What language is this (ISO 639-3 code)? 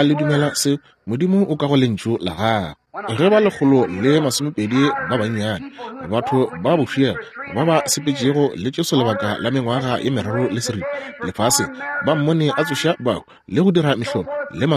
nso